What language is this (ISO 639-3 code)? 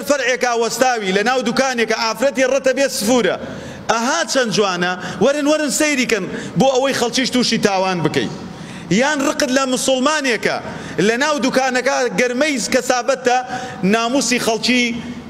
ckb